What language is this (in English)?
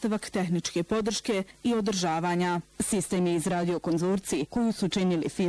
Bosnian